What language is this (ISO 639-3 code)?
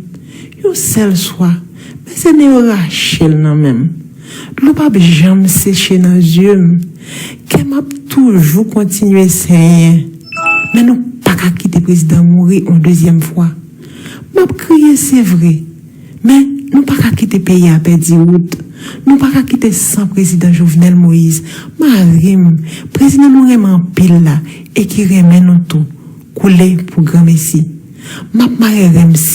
hat